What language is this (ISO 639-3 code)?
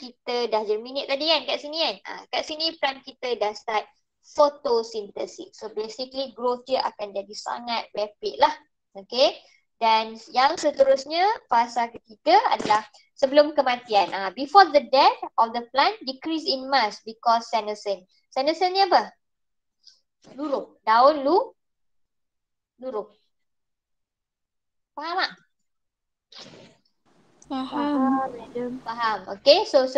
msa